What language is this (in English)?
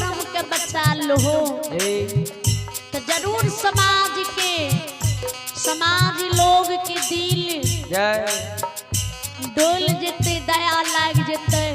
Maithili